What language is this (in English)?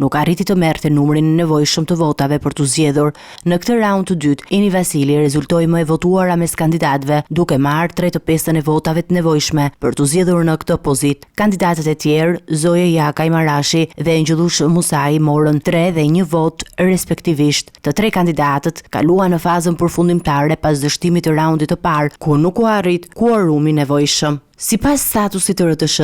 Albanian